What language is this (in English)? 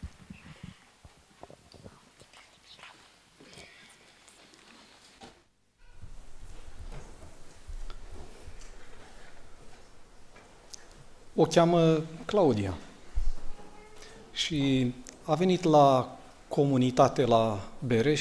Romanian